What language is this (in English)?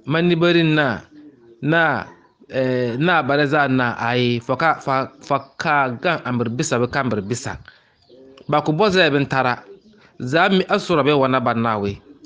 Bissa